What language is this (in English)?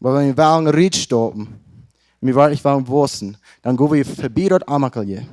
Plautdietsch